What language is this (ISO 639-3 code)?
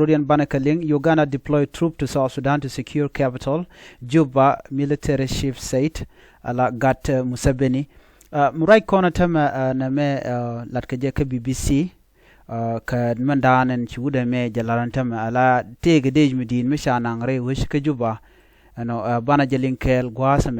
nus